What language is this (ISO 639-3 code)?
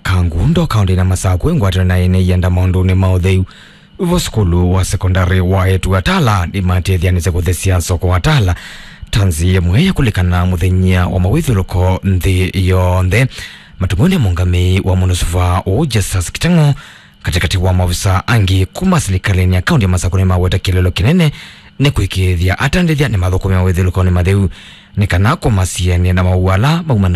kam